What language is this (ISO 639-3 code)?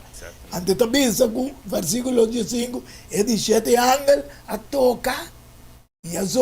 pap